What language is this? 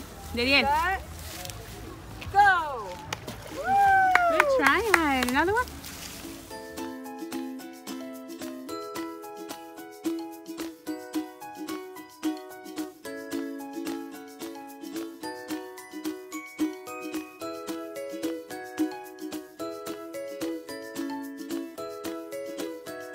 English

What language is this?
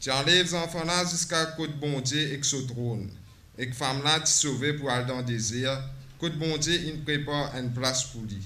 Morisyen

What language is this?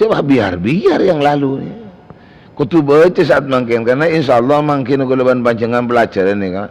Madurese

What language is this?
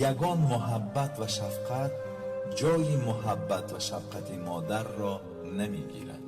Tajik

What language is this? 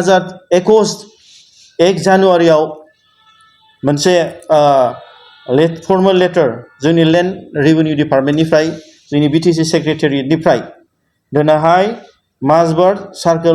Bodo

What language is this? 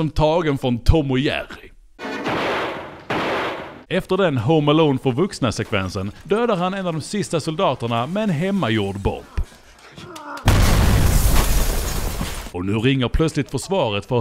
Swedish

